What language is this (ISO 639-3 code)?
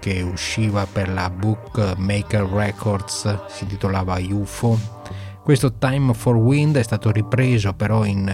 ita